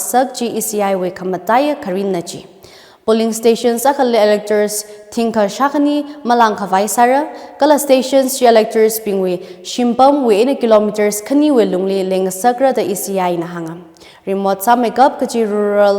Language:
Tangkhul Naga (India)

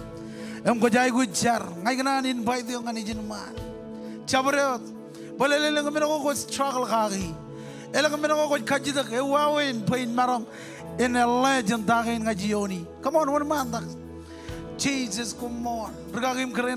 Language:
Marshallese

